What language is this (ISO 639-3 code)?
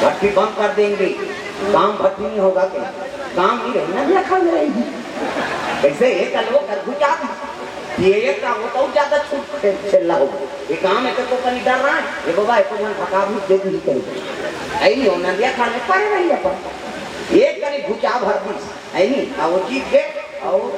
hne